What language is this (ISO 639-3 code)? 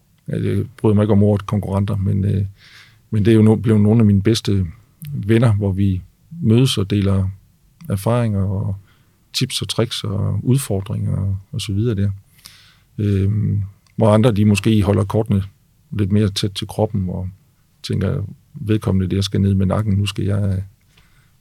dan